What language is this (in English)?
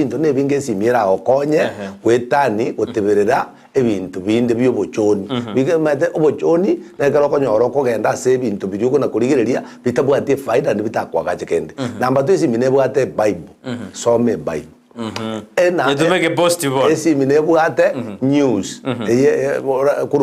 Gusii